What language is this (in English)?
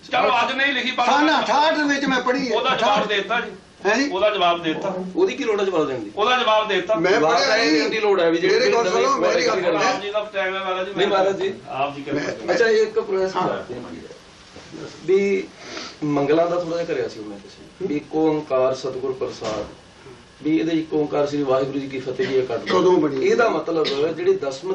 Punjabi